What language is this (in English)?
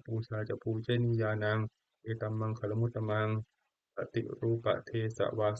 Pali